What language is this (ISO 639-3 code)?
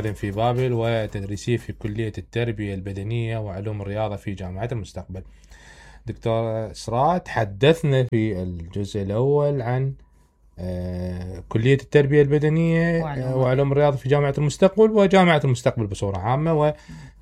acm